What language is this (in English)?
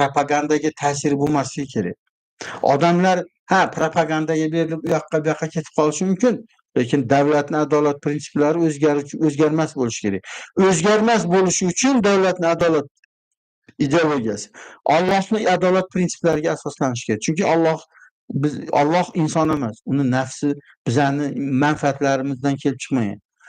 Uzbek